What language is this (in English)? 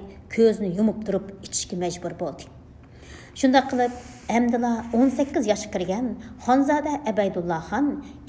Uyghur